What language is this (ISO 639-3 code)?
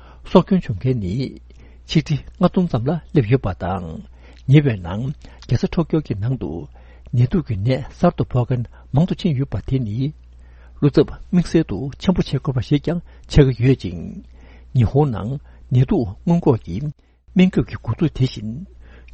bod